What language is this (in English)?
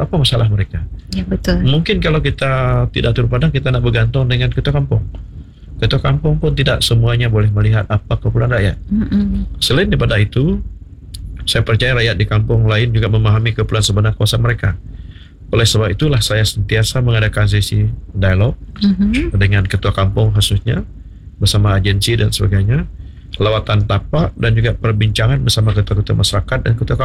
Malay